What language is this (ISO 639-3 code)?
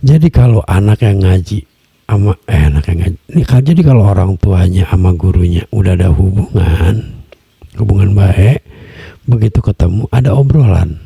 bew